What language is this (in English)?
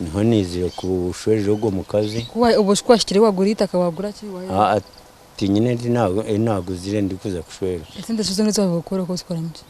Nyankole